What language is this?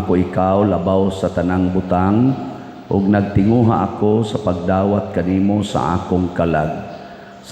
Cebuano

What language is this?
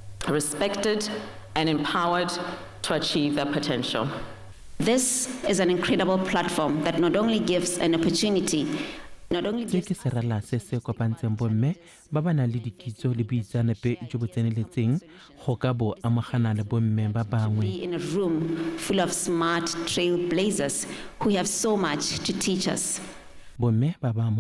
Tswana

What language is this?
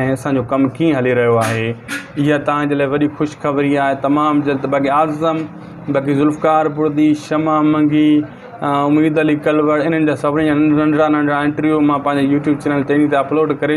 Sindhi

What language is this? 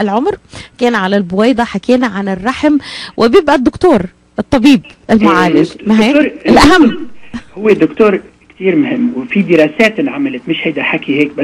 North Levantine Arabic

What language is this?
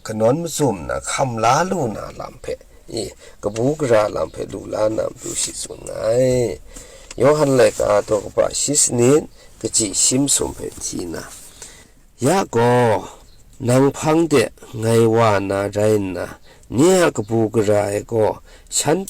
Kachin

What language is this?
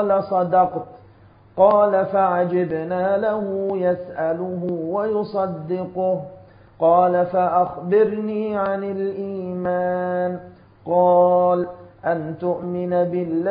Arabic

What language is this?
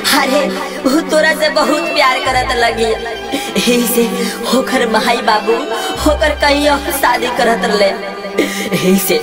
Bhojpuri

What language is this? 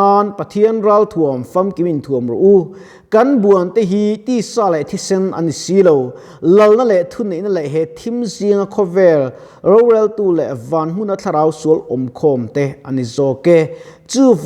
Mizo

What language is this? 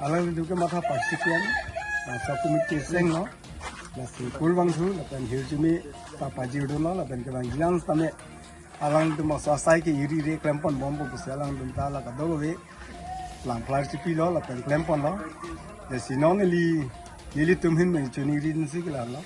Karbi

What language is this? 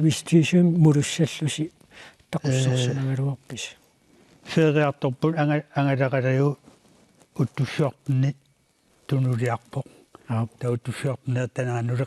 Kalaallisut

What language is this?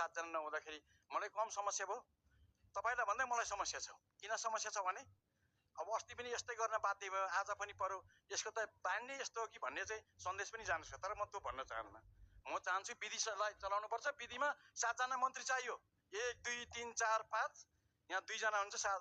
Nepali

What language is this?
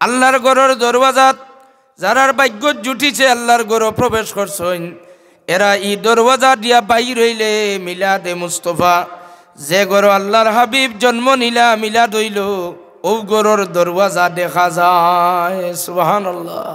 Sylheti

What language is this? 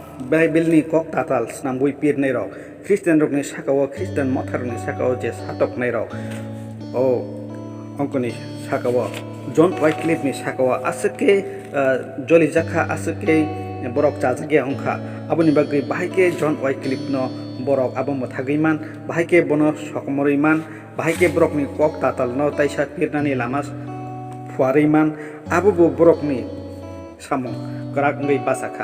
Kok Borok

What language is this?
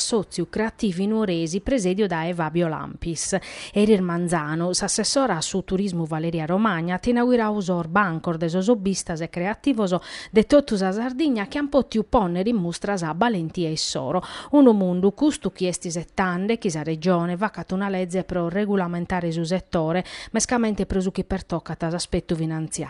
Sardinian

